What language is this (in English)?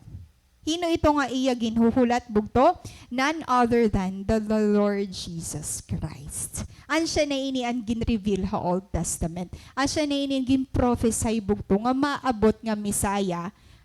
Waray